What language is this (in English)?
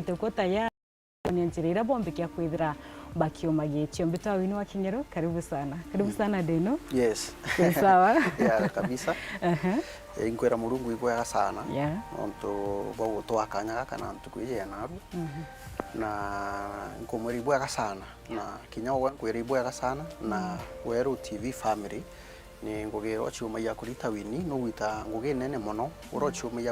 Meru